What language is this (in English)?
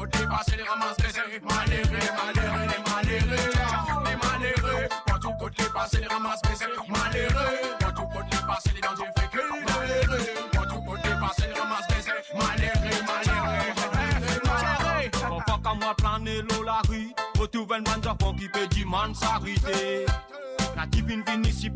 Morisyen